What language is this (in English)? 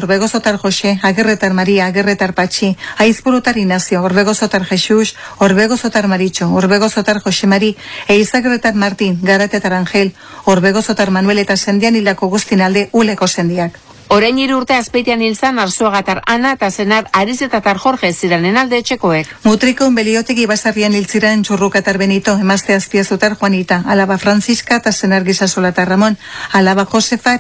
Basque